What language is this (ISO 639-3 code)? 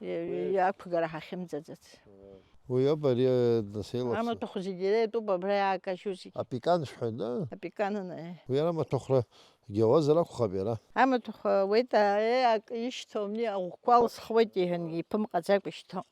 abk